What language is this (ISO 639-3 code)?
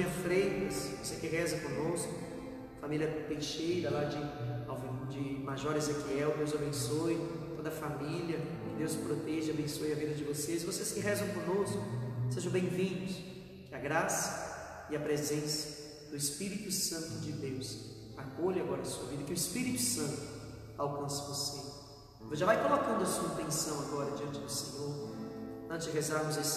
por